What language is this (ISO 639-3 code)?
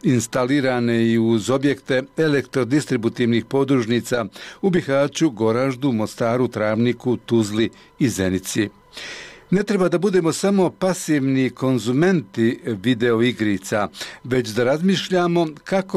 bos